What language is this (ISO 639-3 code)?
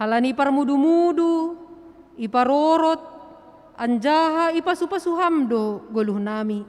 bts